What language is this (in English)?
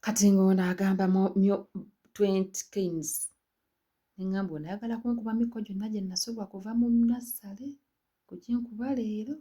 Ganda